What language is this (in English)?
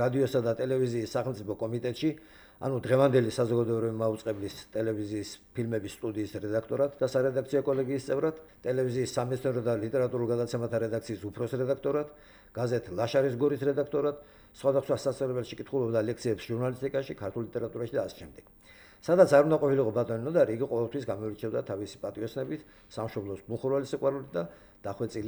Georgian